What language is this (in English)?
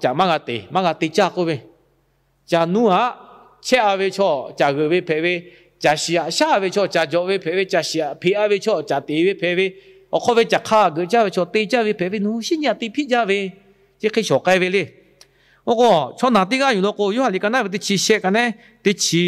Lahu